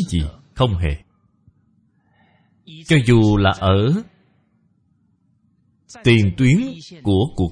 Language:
Vietnamese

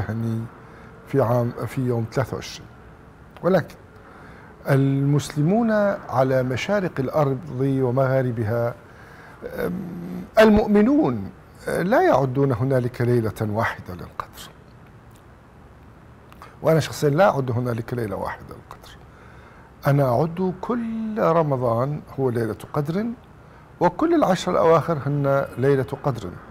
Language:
Arabic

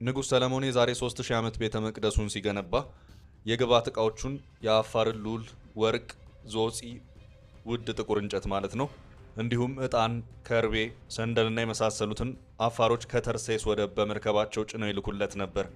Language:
Amharic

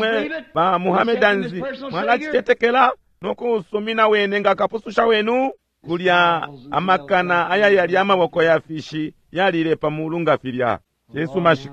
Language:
Bemba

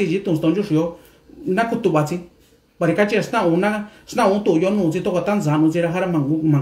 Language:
Mixtepec Mixtec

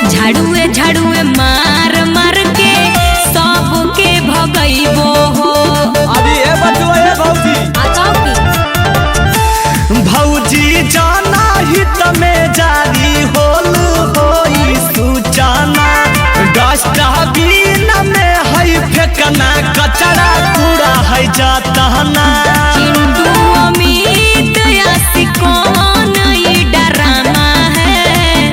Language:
Magahi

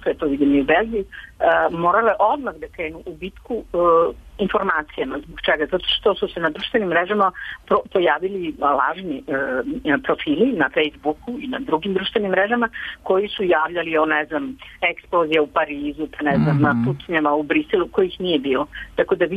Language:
Serbian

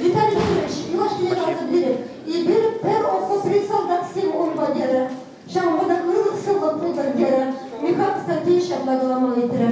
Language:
Chuvash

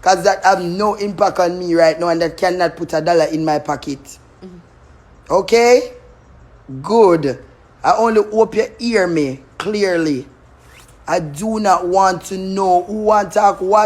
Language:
Jamaican Creole English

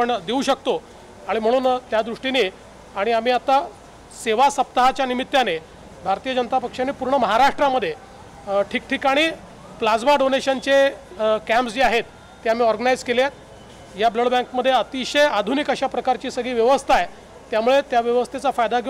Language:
Marathi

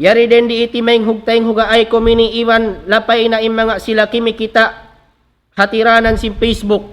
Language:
Tausug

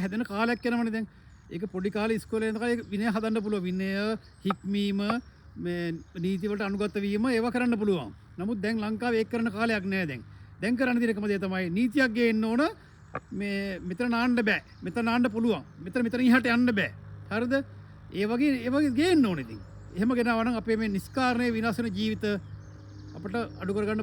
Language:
Sinhala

